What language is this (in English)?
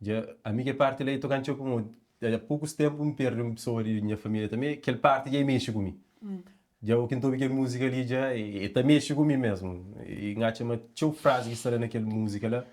Kabuverdianu